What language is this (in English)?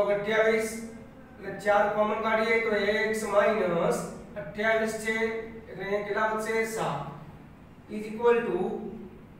Gujarati